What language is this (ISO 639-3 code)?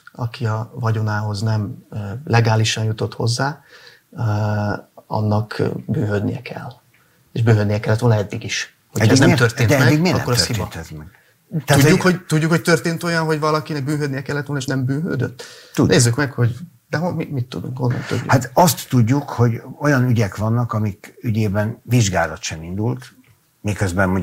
hun